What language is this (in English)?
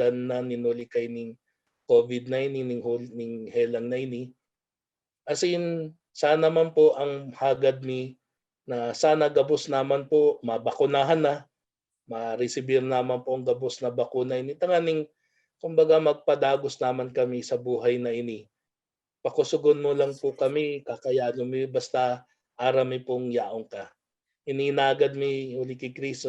Bikol